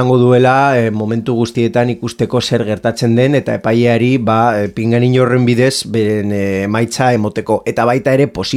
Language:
Basque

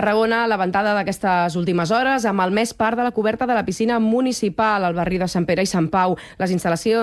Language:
Catalan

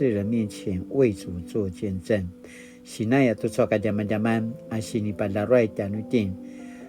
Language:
Paiwan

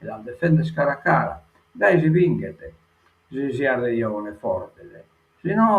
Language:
Sardinian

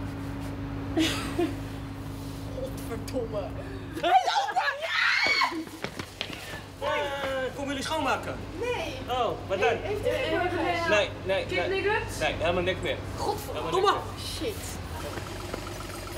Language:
Dutch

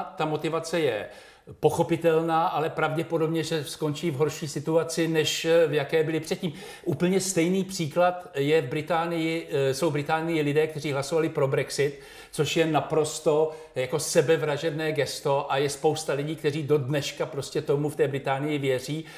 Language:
Czech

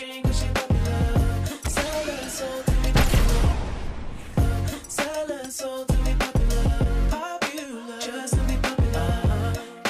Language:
English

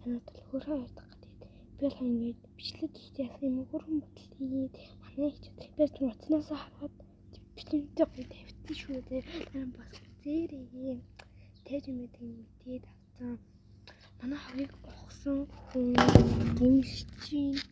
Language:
Mongolian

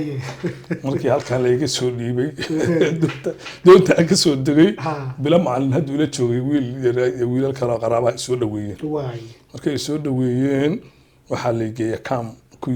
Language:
Somali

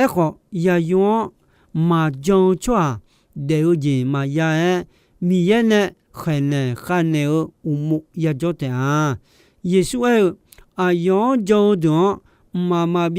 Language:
Akha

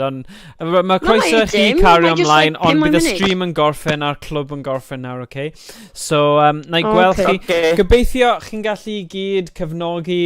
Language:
Welsh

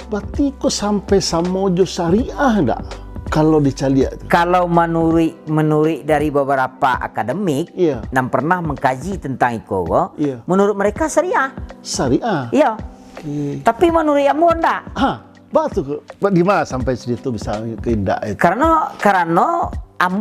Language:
Minangkabau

